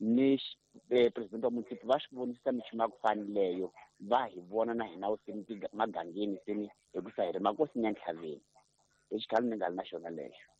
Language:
Tsonga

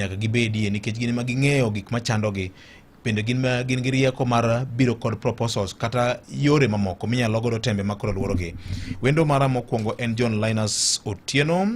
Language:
Luo (Kenya and Tanzania)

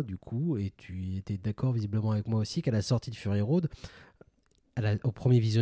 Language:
French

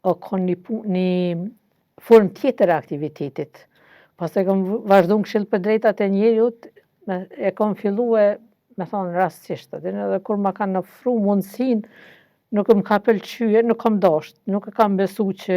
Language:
Albanian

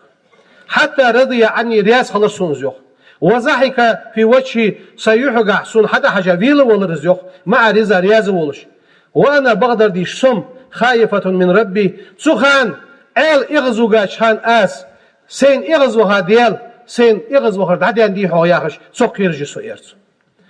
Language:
Ingush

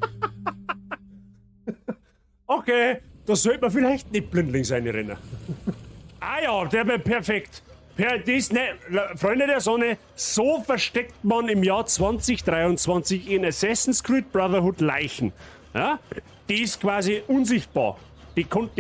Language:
Bavarian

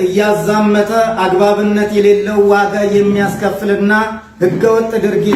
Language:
Amharic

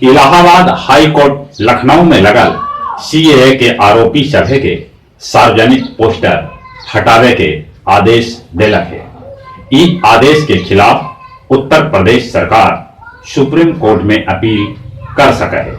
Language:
Magahi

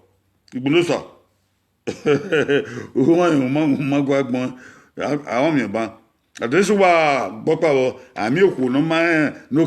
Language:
Bini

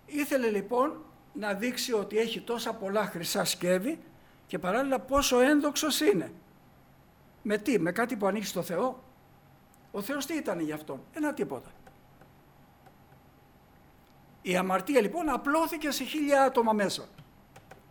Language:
Greek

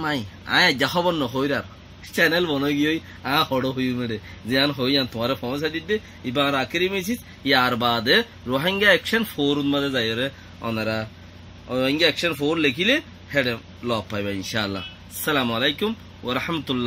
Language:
Rohingya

